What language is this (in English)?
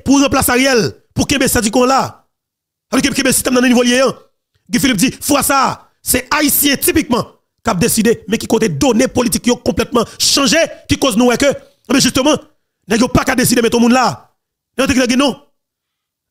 Haitian Creole